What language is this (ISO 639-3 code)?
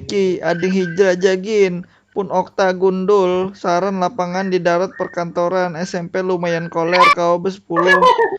bjn